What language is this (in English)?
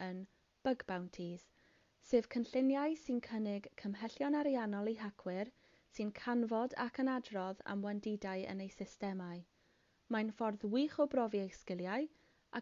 Welsh